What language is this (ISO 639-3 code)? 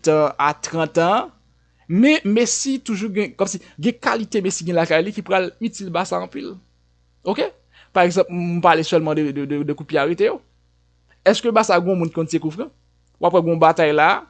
hat